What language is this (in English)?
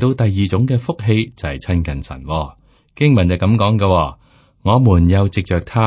Cantonese